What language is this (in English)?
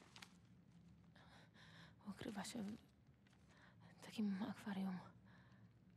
Polish